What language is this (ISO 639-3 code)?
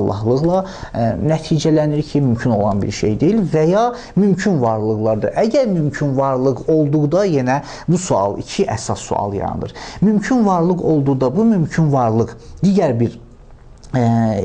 aze